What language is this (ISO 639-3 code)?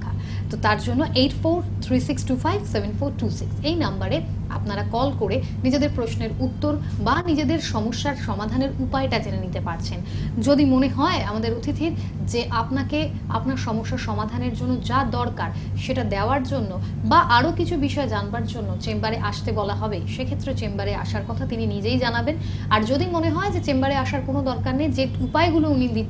ben